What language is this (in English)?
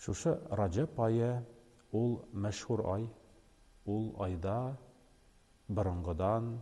Tatar